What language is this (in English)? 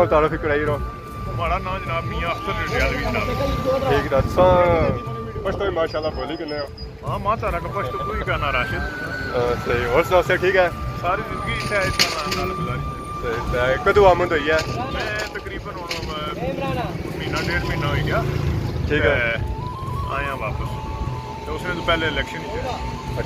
Pahari-Potwari